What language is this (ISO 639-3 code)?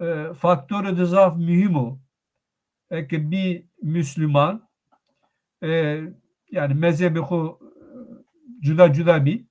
zza